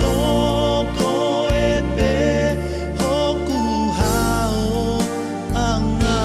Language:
Tongan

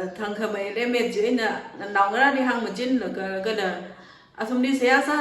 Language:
Tangkhul Naga (India)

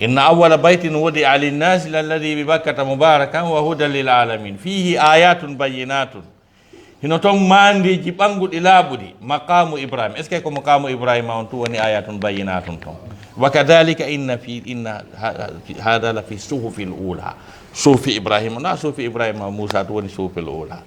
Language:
Fula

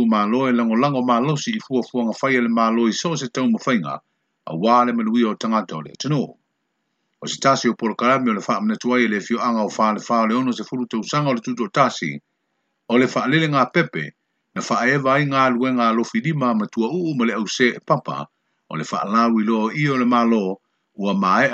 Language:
Samoan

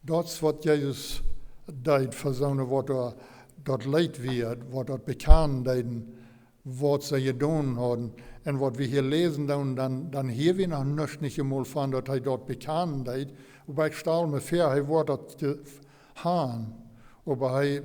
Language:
Plautdietsch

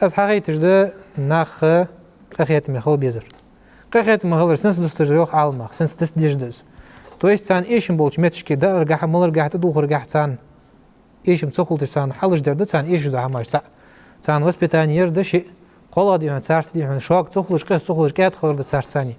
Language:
Ingush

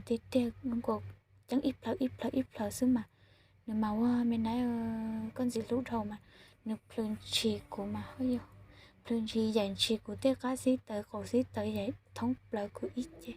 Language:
Hmong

